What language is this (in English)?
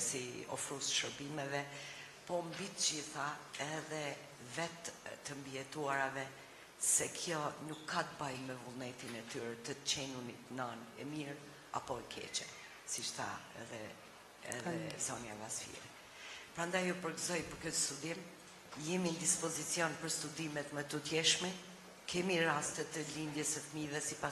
Albanian